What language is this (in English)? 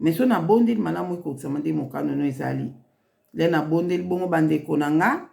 Lingala